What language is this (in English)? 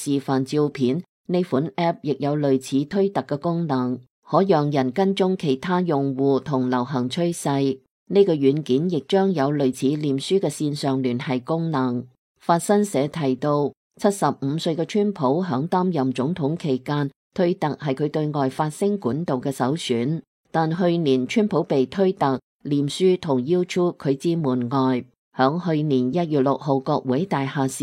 Cantonese